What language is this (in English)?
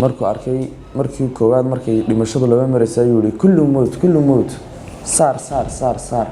Somali